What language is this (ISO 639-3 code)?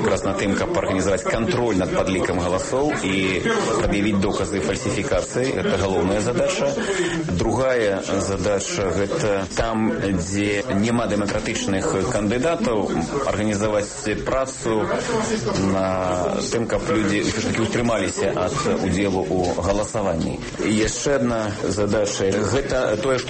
bel